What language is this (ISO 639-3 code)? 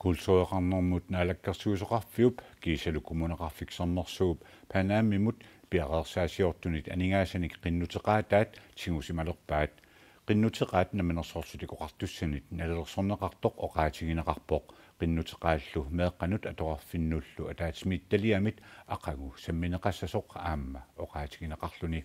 kal